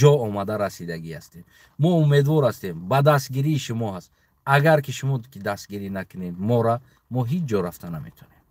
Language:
Tajik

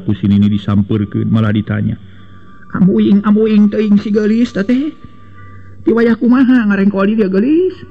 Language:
Sundanese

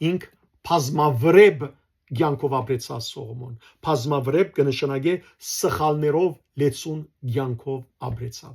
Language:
Western Armenian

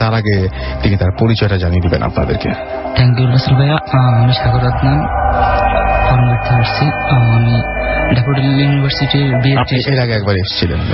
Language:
Bangla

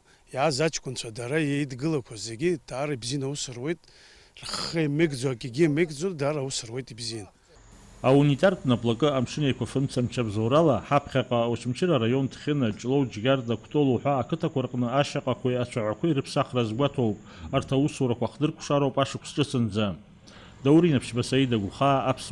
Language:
Abkhazian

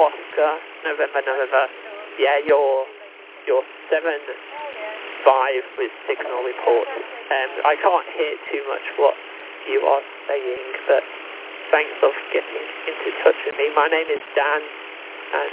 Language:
English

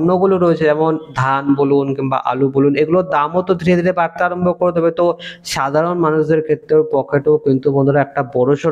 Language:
Bangla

